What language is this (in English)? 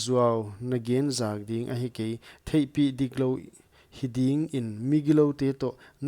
Paite Chin